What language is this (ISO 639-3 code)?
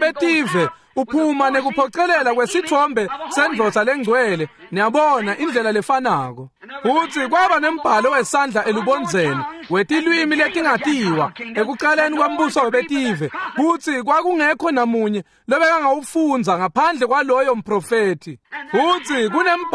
ssw